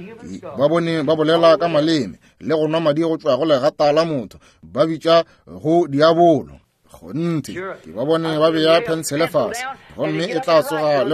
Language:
Northern Sotho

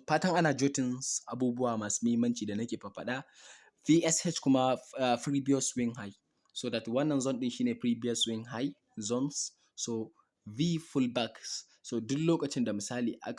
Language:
Hausa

